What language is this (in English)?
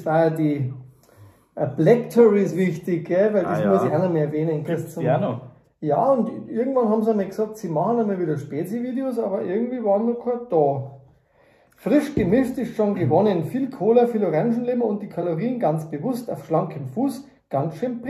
Bavarian